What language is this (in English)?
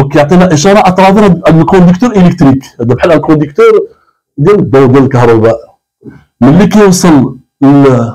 Moroccan Arabic